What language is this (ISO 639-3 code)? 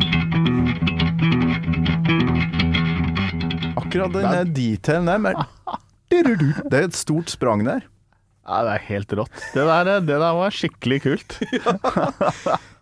nor